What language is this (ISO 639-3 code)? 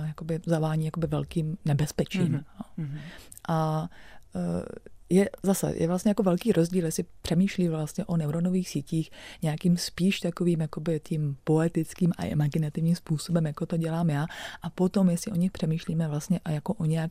ces